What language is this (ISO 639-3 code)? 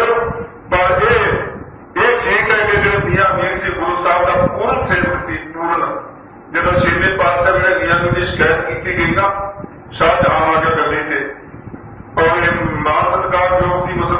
pan